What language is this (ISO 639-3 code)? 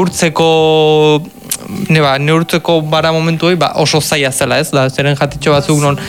eus